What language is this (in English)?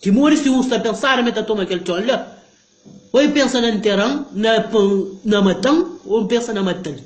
Kabuverdianu